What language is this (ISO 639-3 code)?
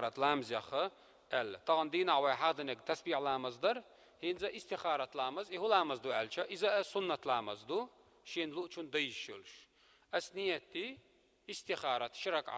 che